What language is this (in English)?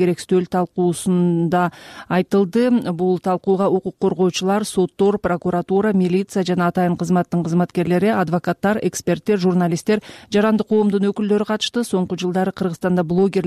Kyrgyz